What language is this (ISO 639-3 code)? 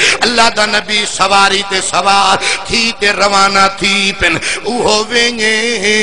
skr